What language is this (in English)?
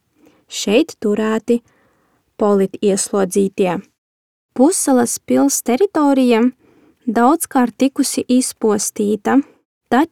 Latvian